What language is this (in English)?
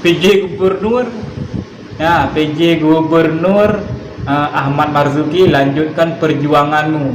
Achinese